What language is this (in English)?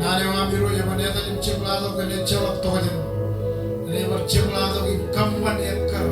Marshallese